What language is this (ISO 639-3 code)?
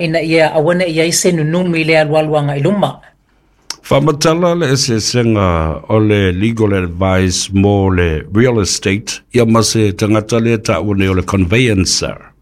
smo